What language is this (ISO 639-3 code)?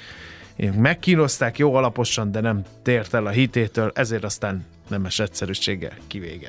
hun